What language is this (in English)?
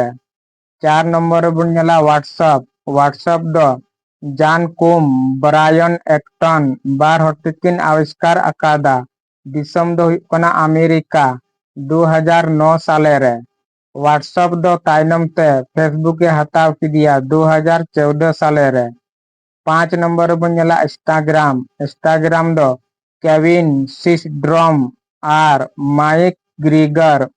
Santali